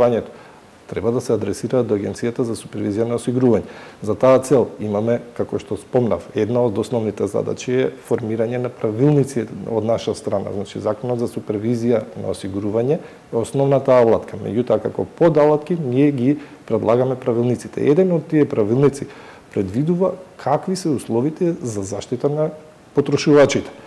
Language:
Macedonian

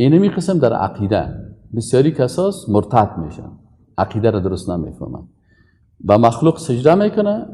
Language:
Persian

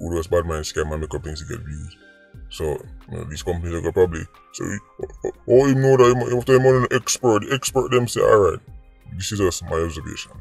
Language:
Jamaican Creole English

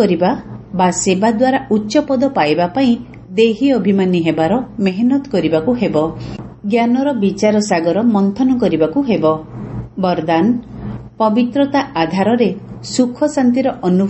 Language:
Odia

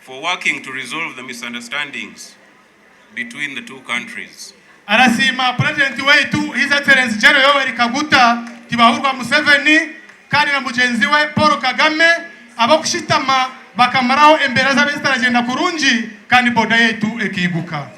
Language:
Nyankole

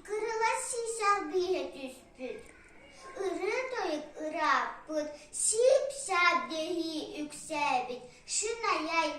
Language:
Yakut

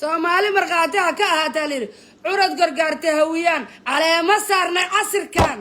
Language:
Somali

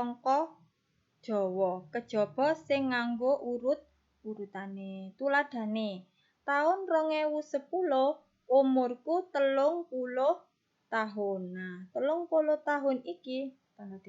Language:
Javanese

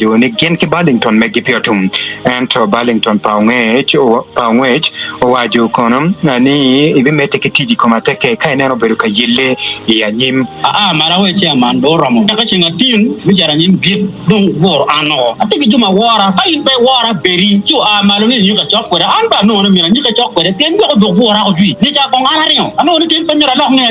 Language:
Acoli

